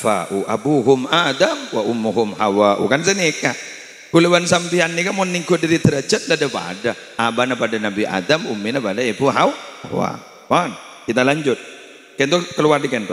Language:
Madurese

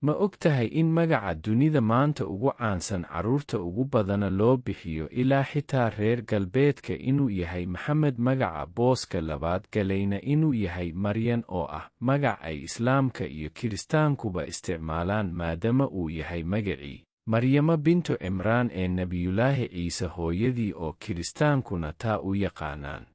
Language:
Somali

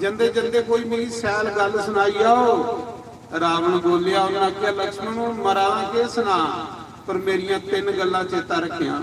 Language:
Dogri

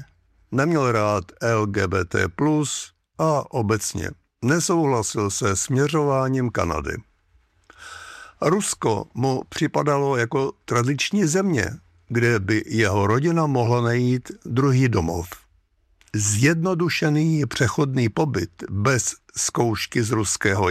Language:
Czech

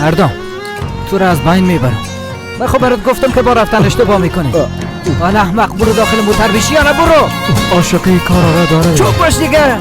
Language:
Persian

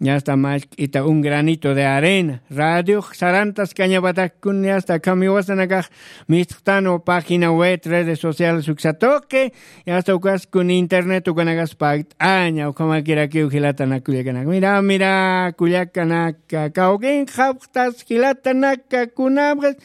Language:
Aymara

